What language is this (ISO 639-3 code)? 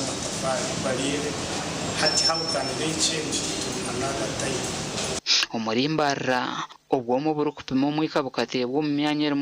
nyn